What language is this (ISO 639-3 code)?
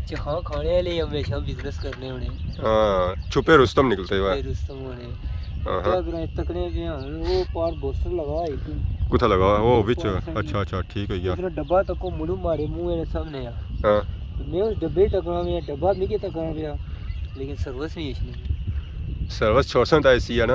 phr